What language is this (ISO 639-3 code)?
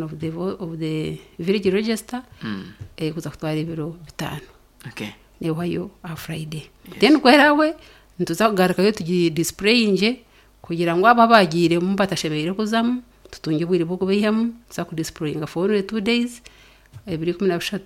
nyn